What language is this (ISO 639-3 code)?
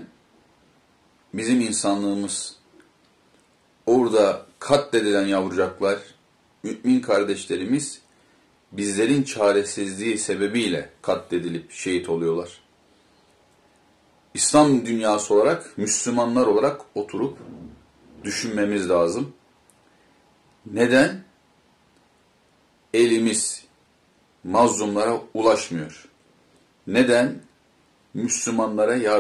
tur